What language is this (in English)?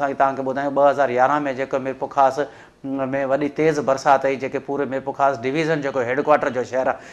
Sindhi